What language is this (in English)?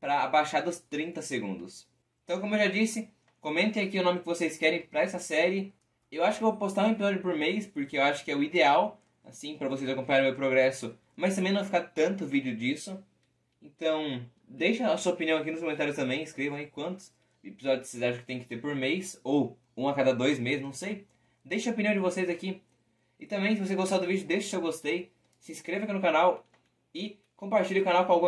Portuguese